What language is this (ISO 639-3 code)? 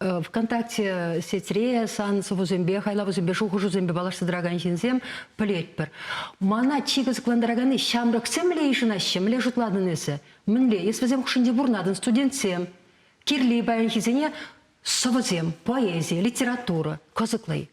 chv